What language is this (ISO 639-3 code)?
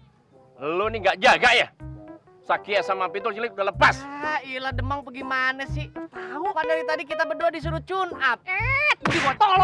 bew